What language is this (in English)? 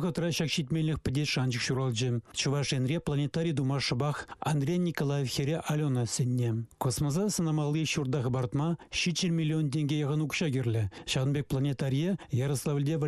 Chuvash